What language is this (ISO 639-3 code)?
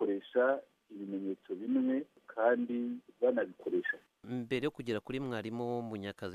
kin